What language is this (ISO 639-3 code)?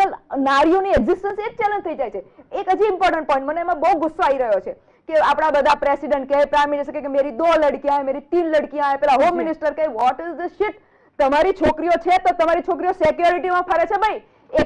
guj